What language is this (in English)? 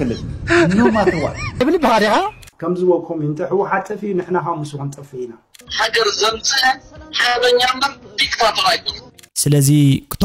Tigrinya